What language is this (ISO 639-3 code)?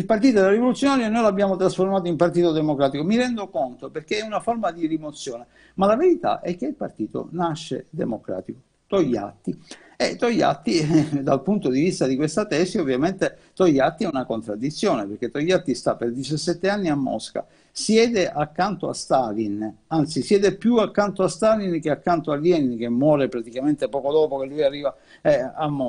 ita